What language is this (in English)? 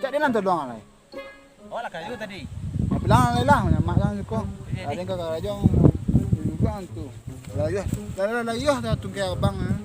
Minangkabau